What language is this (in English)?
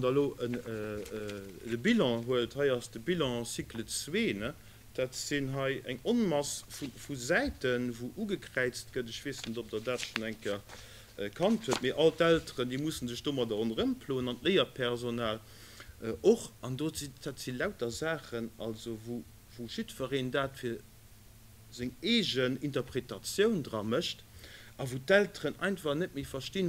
Luxembourgish